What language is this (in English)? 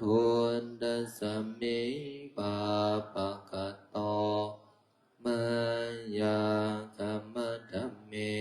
Pali